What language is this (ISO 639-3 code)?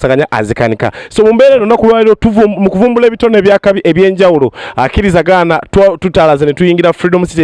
lug